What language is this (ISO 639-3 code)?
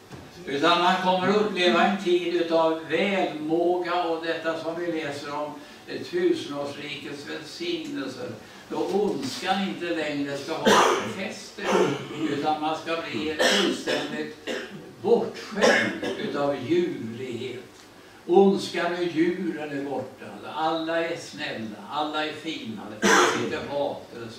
swe